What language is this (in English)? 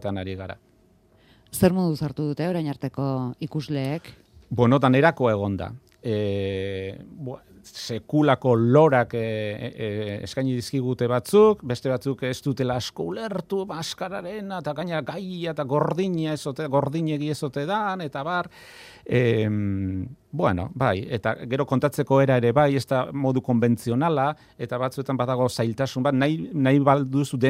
Basque